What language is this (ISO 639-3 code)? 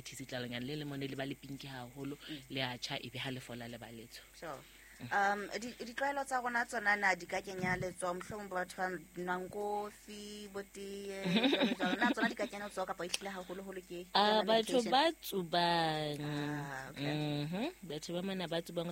sot